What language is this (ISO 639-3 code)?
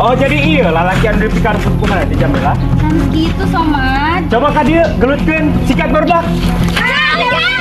sun